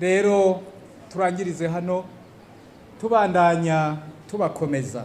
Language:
Rundi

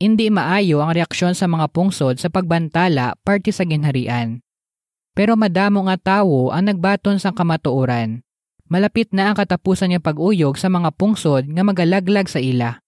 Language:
Hiligaynon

